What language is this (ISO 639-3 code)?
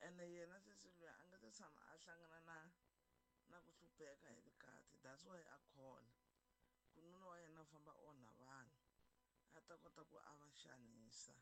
tso